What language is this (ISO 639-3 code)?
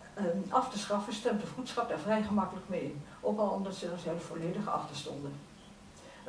nld